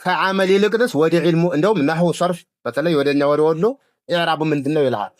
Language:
Amharic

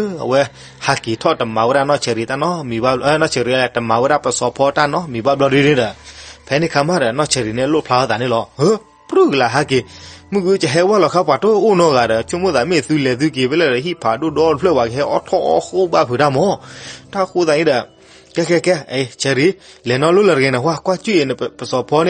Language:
S'gaw Karen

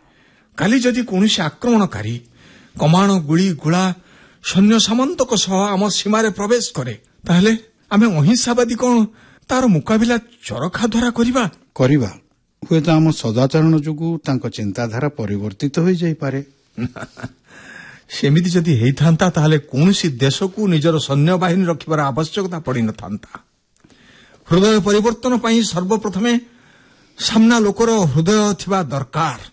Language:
Odia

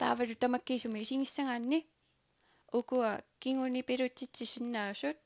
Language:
Kalaallisut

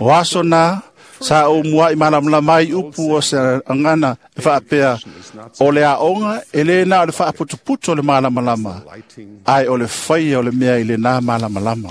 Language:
Samoan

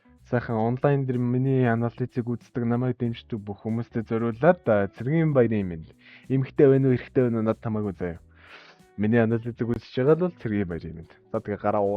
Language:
Mongolian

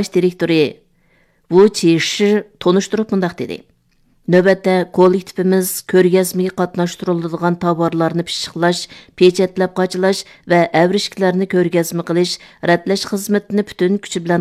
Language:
Uyghur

